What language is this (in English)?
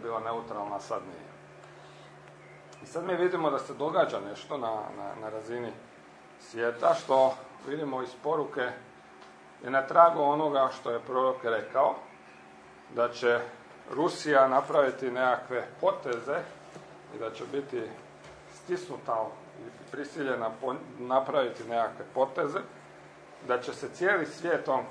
Croatian